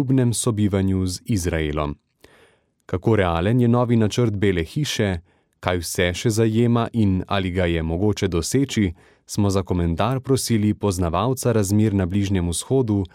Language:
Slovenian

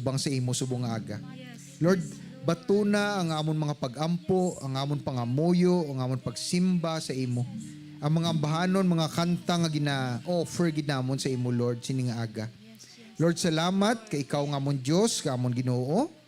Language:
Hiligaynon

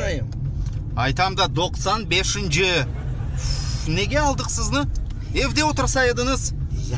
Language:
Crimean Tatar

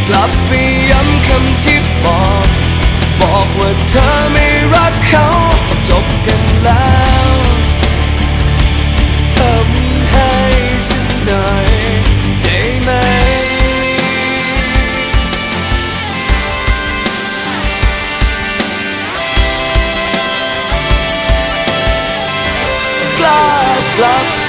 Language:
Thai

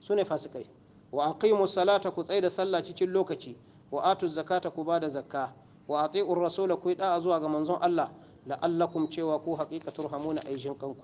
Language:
Hausa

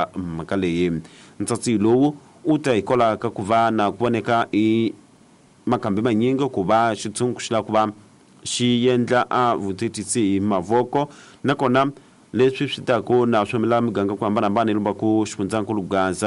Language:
Tsonga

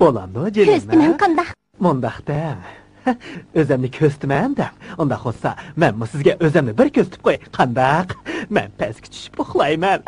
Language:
Uyghur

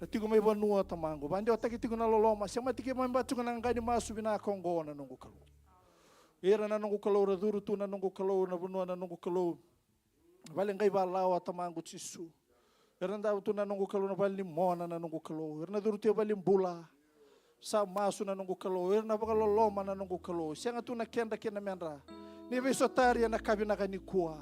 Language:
Fijian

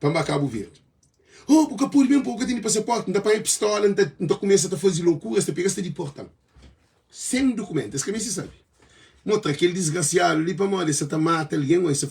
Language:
Kabuverdianu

